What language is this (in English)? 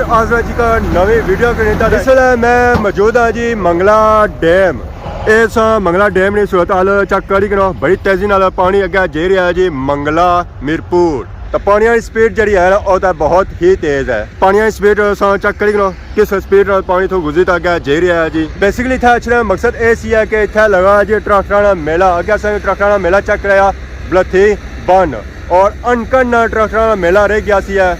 Pahari-Potwari